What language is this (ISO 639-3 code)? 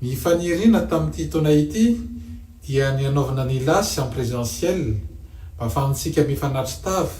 mlg